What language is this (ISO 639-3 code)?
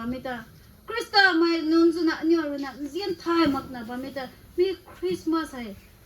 nbu